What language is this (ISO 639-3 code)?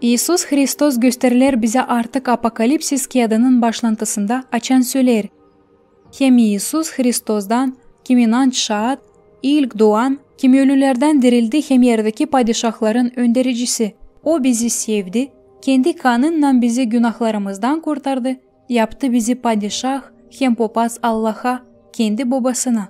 gag